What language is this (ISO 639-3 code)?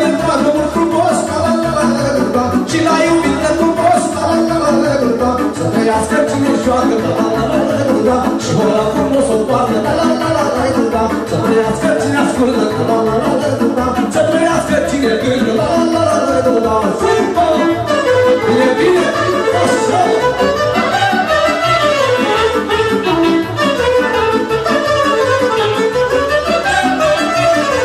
ron